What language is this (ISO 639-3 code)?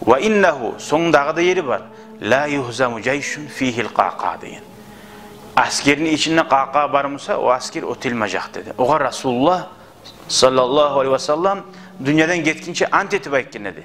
kum